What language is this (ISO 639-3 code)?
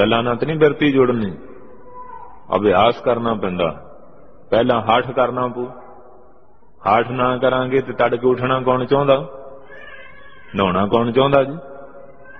pan